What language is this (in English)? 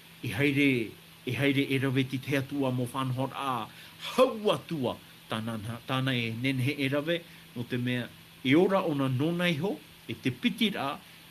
Tahitian